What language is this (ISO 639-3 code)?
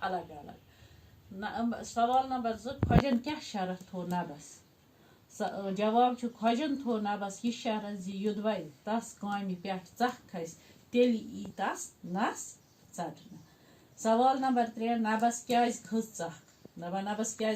kas